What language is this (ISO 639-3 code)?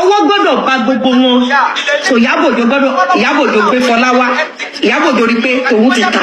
yor